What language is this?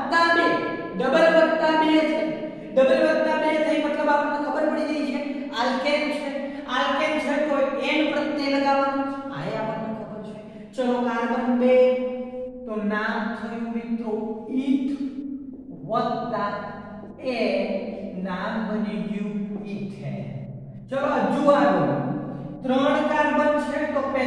Gujarati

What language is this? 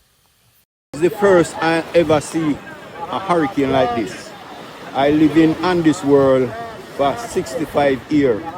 Jamaican Creole English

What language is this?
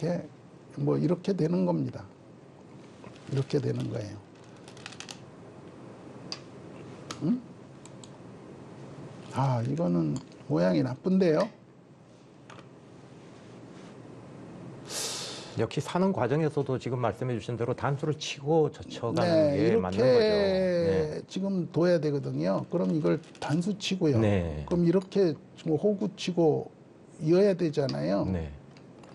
Korean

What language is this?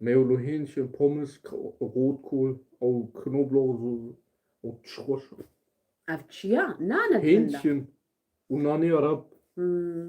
Kurdish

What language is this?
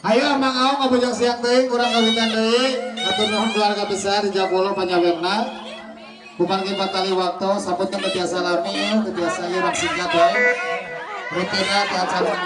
Sundanese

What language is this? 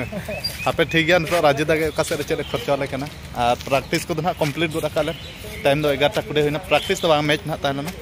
Santali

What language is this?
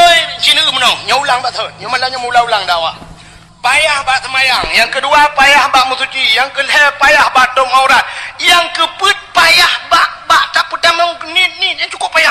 Achinese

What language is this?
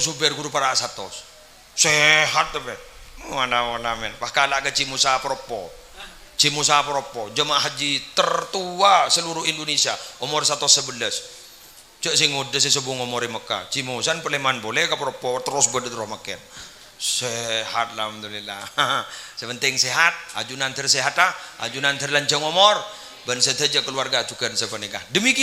Madurese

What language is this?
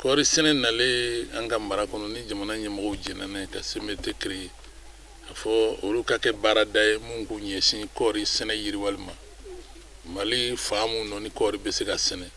Bambara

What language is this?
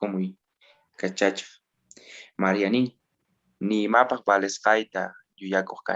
South Bolivian Quechua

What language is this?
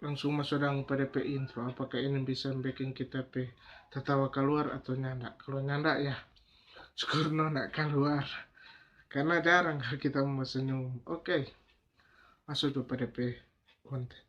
Manado Malay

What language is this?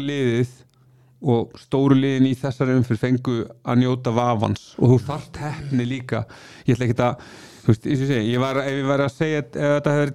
Icelandic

